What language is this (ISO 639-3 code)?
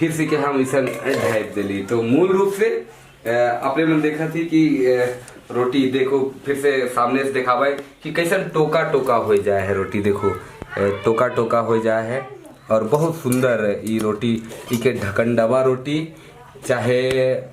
sck